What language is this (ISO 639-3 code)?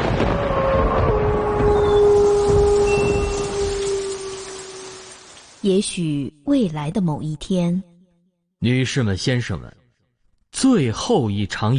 zho